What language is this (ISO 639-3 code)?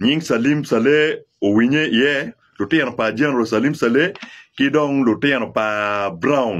ach